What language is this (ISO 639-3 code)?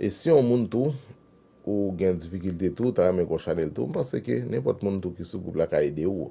hat